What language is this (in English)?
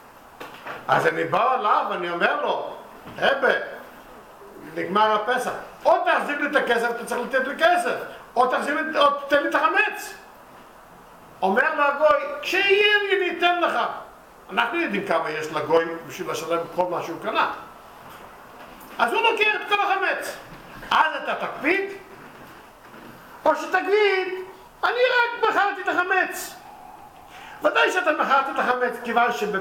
Hebrew